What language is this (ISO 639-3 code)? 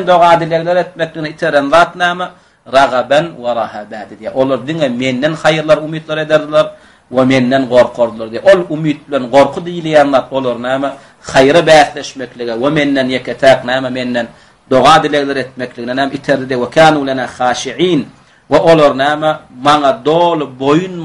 tuk